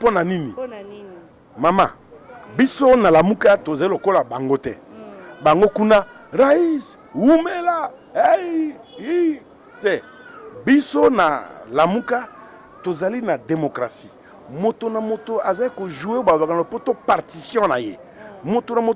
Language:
Lingala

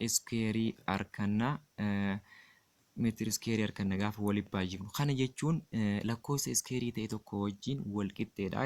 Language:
Oromo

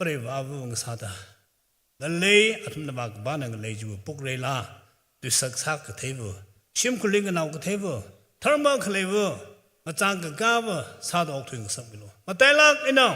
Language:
Tangkhul Naga (India)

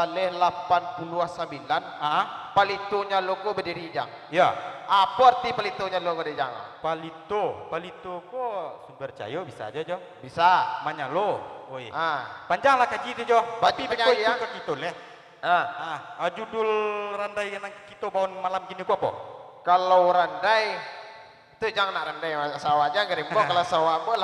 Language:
Minangkabau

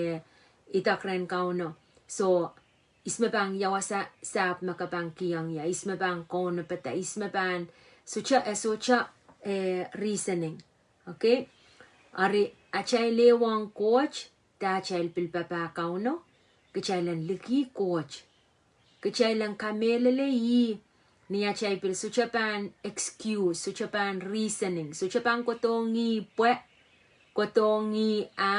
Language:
Pohnpeian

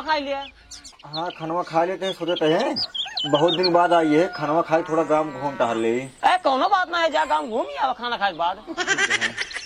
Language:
Awadhi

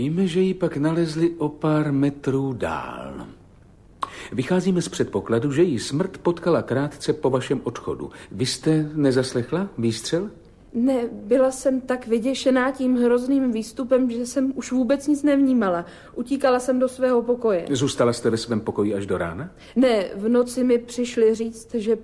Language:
Czech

